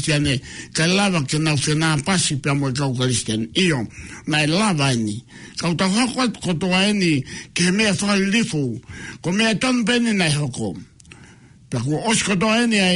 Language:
Tongan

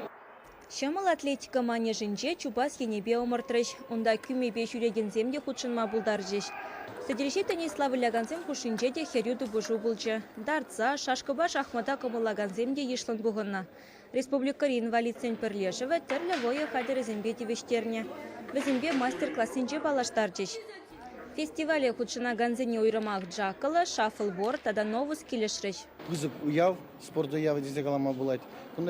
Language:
Chuvash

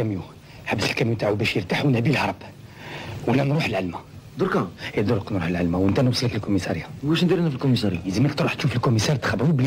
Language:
Algerian Arabic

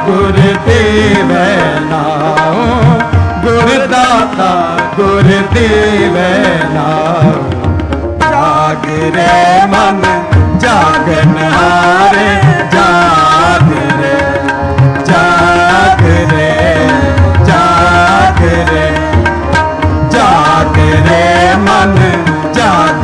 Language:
Hindi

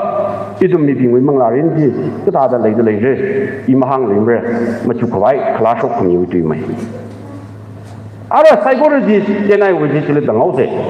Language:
Tangkhul Naga (India)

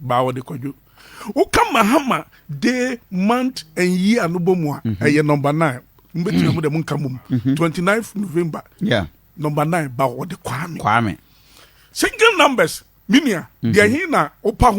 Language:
Akan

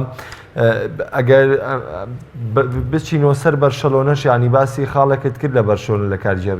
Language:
Central Kurdish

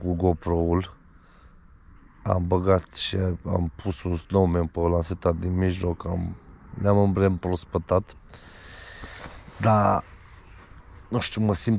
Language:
Romanian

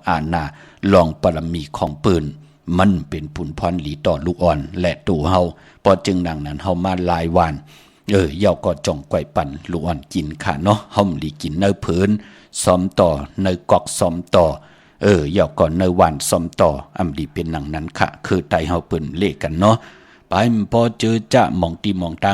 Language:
Shan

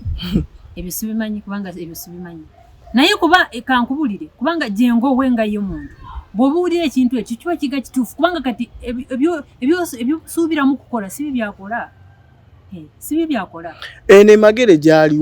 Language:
Ganda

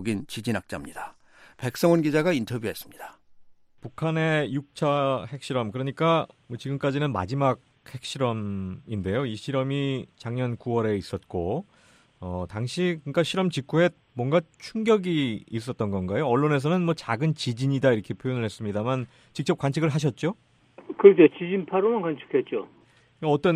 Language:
Korean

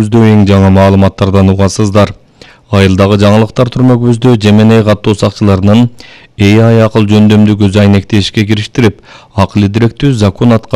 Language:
Kyrgyz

